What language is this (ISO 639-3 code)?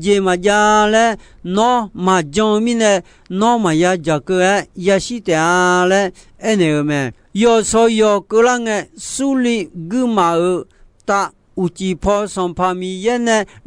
ahk